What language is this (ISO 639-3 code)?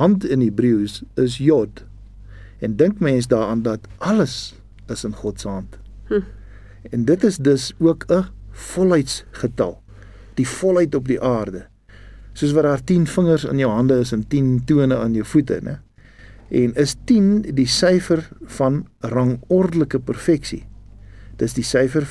afr